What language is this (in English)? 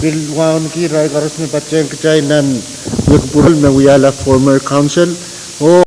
Pohnpeian